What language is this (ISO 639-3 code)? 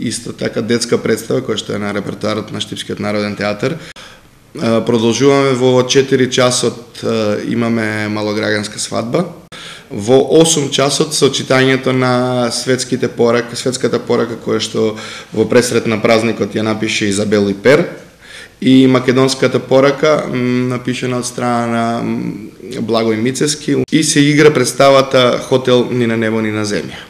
mkd